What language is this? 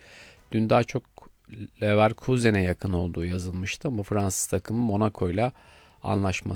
Turkish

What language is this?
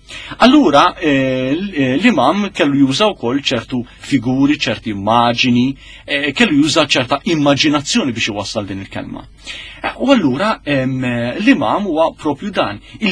Maltese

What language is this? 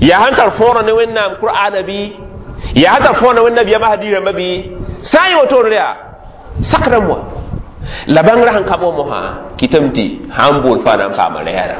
Mossi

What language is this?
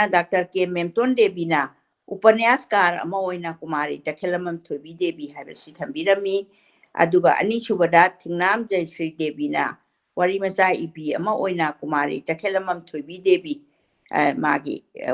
Manipuri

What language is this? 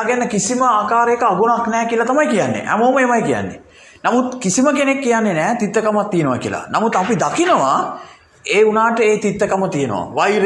Sinhala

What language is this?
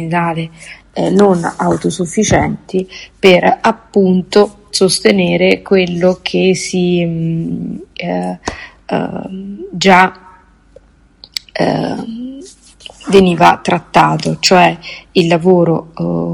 Italian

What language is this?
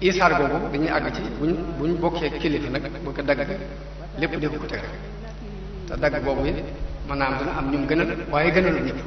Wolof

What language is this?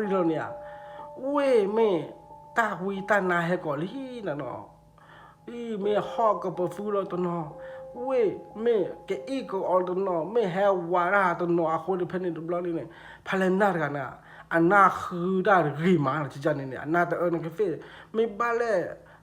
S'gaw Karen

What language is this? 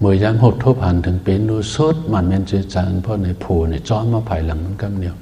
Shan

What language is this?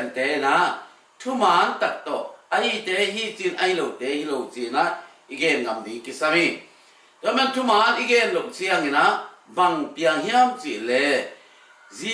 Tedim Chin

